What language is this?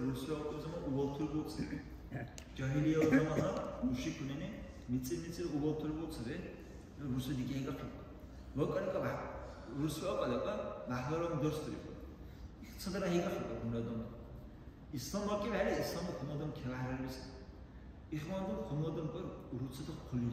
Dargwa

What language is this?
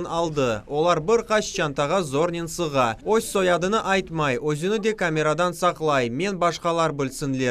Crimean Tatar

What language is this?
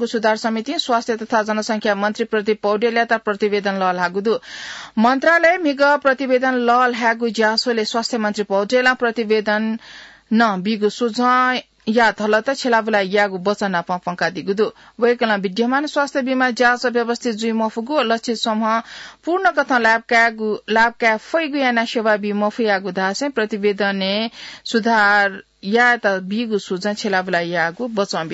Newari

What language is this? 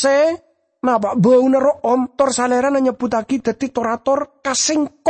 Madurese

